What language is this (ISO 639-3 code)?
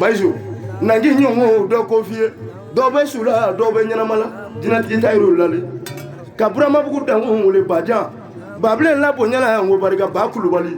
bam